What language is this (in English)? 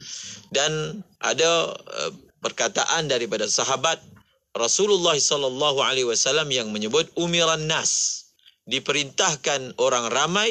Malay